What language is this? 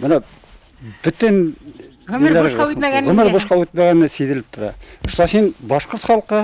Bashkir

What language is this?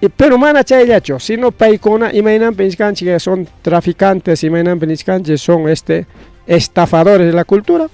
Ayacucho Quechua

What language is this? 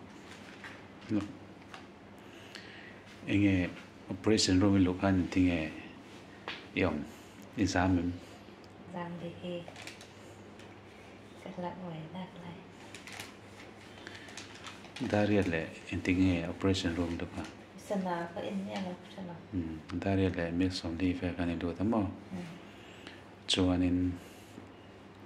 Vietnamese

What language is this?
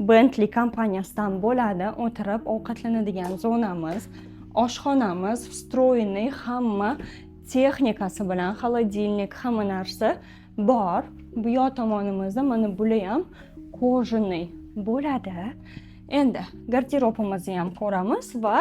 Uzbek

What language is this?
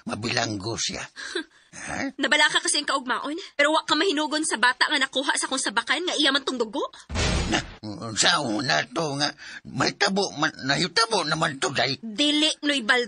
Cebuano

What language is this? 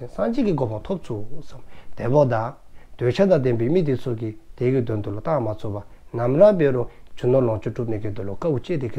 Dzongkha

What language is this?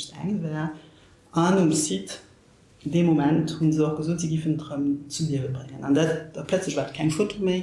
Luxembourgish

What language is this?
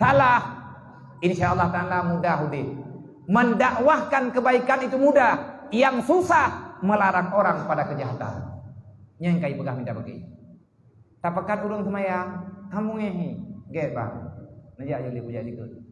Achinese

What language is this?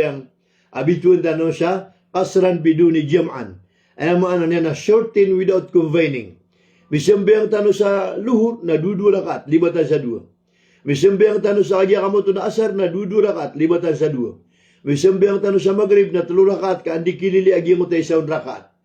Maranao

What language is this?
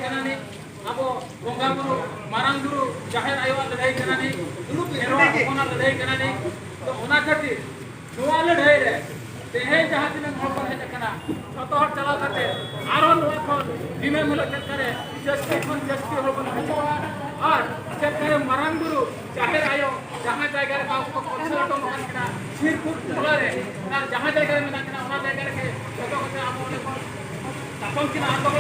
Santali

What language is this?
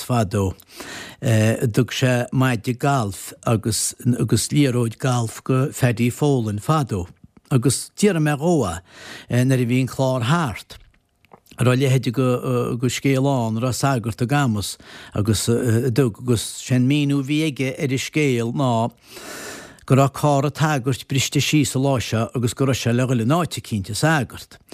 Irish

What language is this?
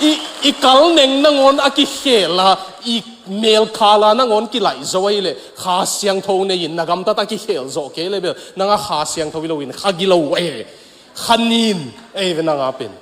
Tedim Chin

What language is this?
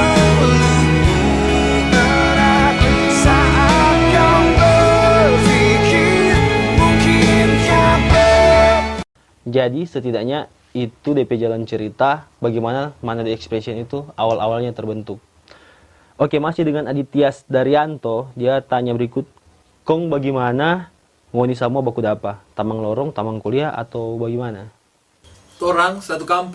Manado Malay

